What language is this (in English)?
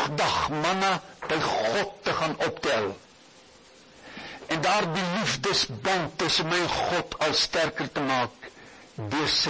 Afrikaans